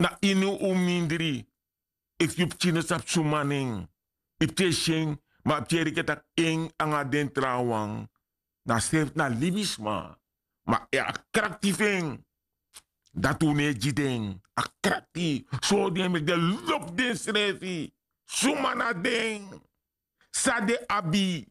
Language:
Sranan Tongo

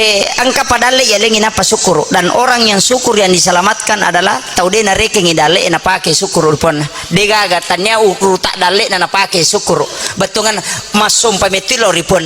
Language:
Buginese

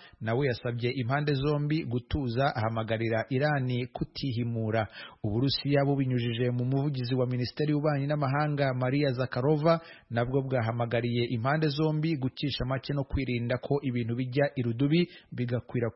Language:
Kinyarwanda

